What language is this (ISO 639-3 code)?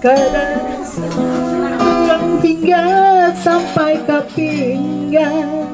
bjn